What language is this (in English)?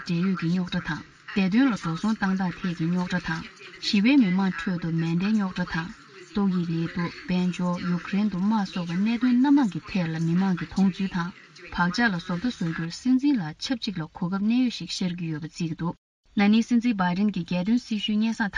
Tibetan